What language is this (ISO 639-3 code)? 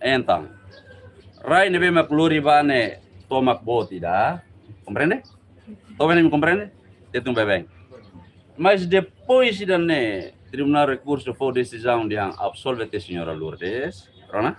tet